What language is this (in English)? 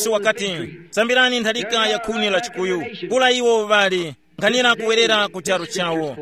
Tumbuka